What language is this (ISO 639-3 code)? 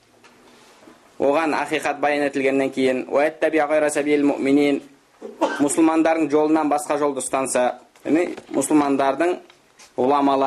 kaz